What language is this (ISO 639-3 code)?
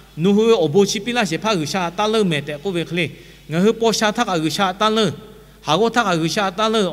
lhu